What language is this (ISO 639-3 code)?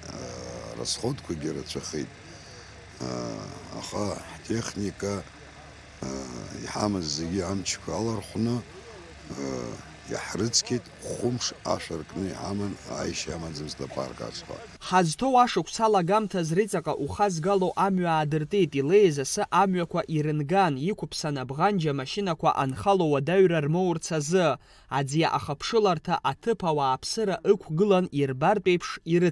abk